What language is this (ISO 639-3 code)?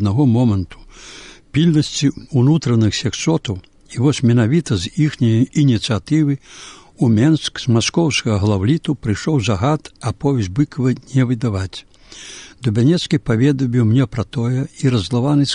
bel